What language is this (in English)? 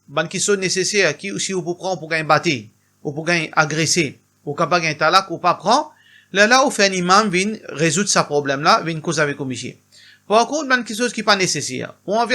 Morisyen